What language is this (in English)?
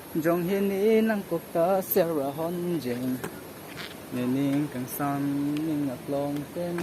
Karbi